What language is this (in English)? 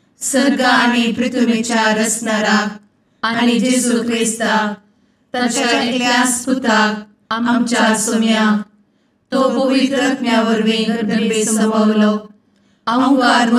Konkani